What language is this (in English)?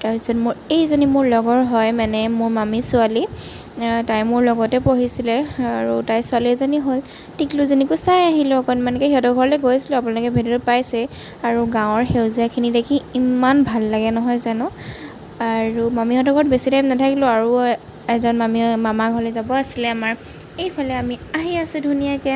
Assamese